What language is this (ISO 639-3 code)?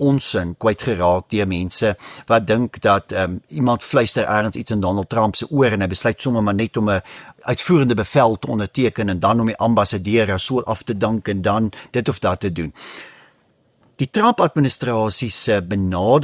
afr